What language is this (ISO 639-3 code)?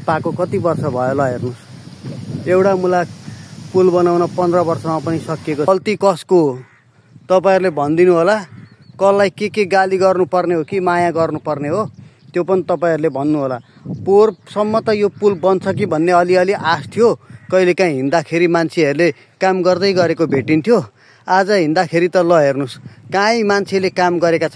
nep